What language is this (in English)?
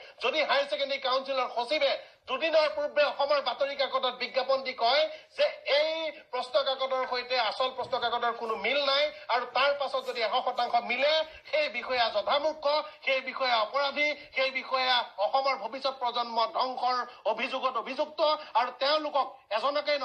Assamese